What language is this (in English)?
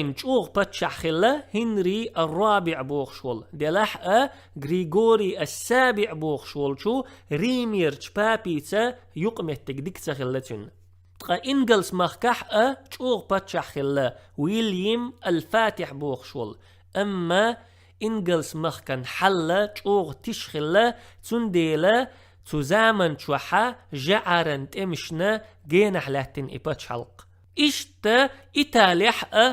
Chechen